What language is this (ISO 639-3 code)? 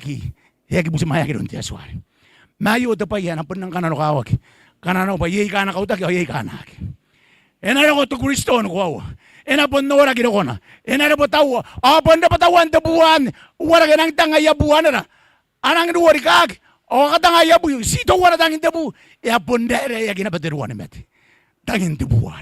gil